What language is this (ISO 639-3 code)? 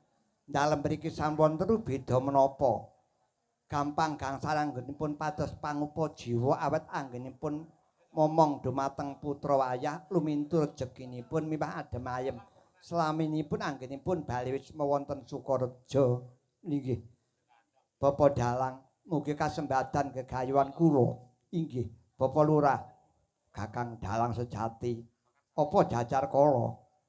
jav